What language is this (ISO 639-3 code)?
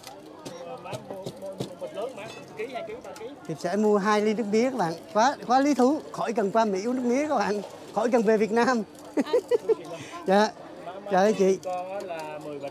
vie